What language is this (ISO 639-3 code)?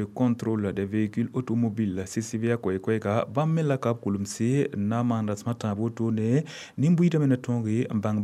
mos